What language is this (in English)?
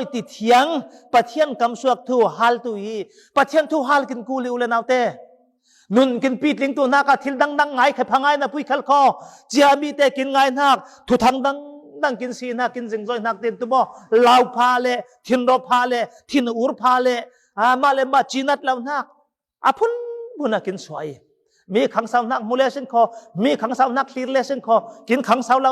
Falam Chin